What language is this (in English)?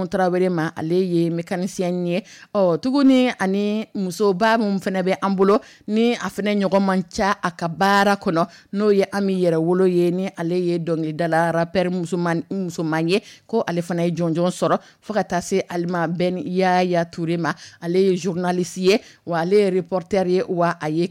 Dyula